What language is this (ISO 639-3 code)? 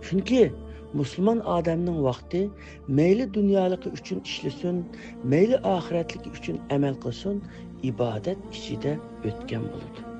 uig